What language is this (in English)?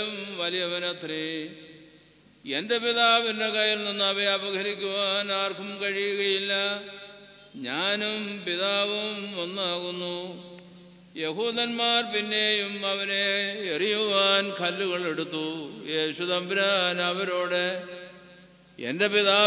Malayalam